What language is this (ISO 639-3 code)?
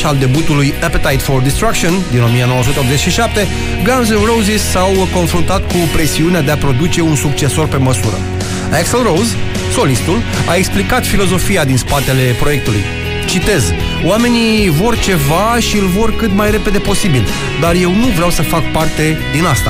ron